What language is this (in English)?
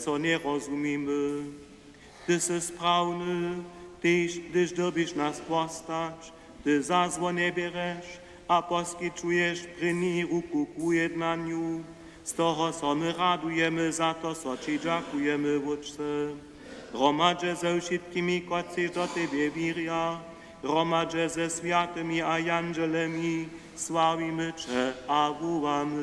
Upper Sorbian